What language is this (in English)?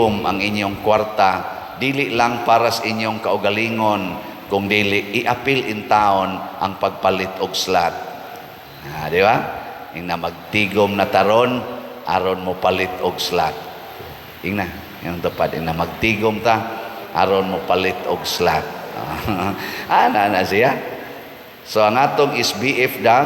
Cebuano